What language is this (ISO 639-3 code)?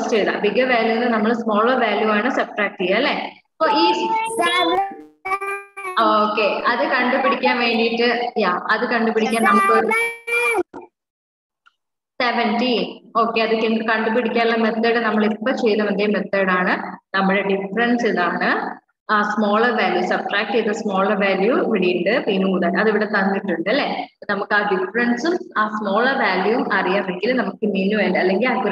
mal